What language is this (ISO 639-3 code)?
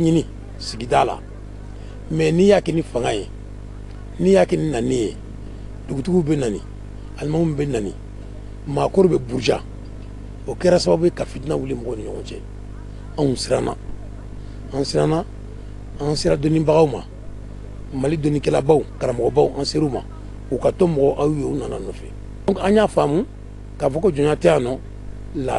bam